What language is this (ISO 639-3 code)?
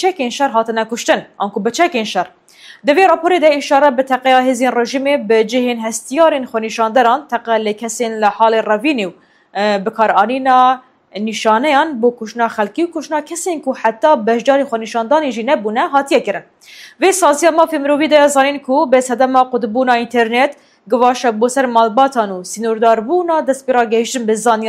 kur